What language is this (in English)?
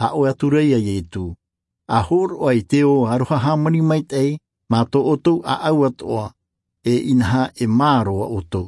Tahitian